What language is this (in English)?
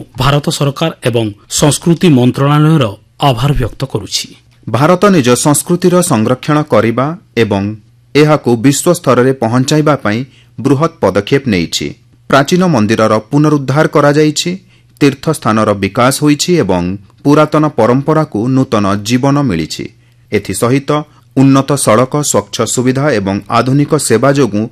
Odia